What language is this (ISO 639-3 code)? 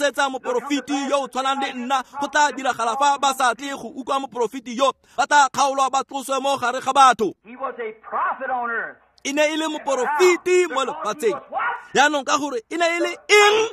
tsn